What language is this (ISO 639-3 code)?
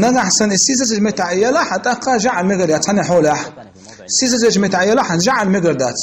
che